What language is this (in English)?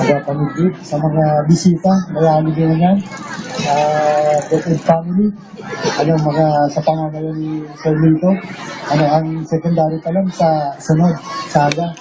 Bikol